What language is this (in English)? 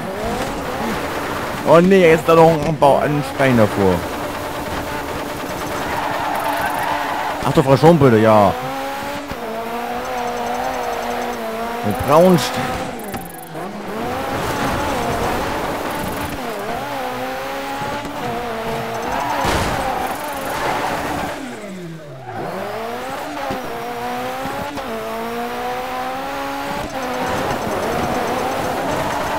German